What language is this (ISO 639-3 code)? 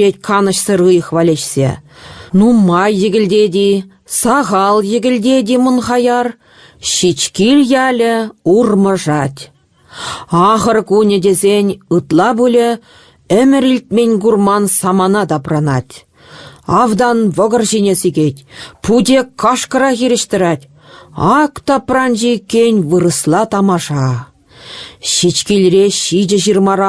chv